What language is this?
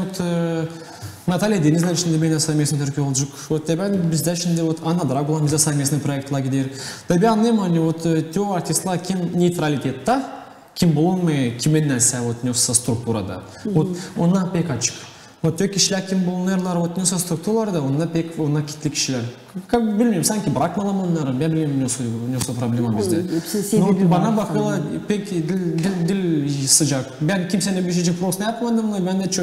Gagauz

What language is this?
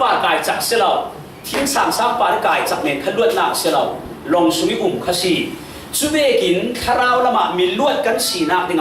Falam Chin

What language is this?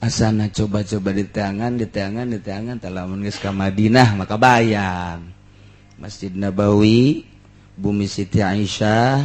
Sundanese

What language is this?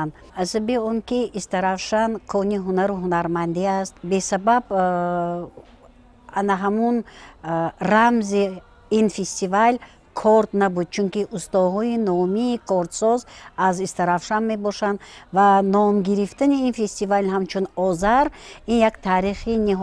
Tajik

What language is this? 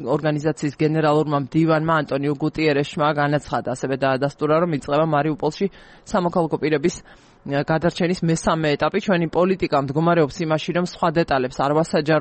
Georgian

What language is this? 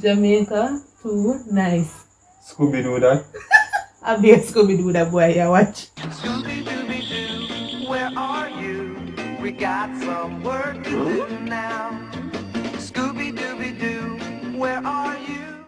Jamaican Creole English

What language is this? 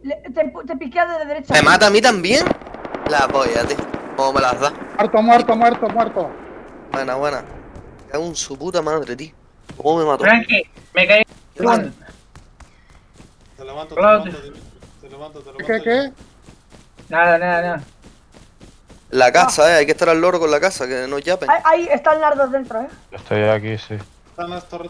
Spanish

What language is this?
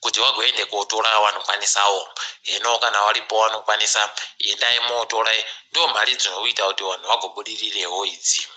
Ndau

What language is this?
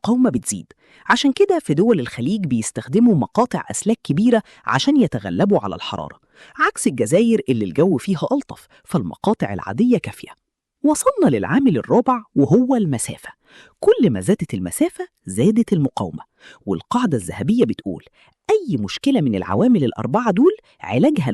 Egyptian Arabic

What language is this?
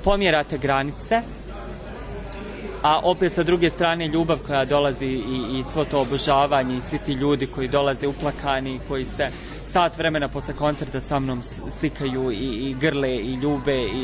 Serbian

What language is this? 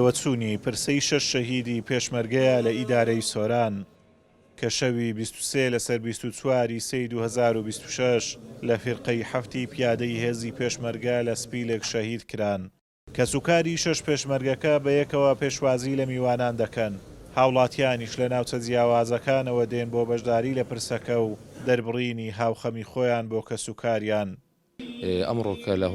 Central Kurdish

